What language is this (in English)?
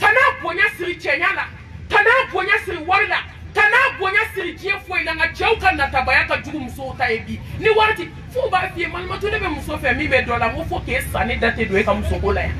Bambara